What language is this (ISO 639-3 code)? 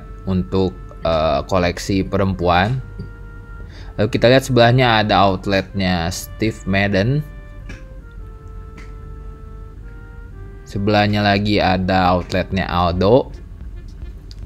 ind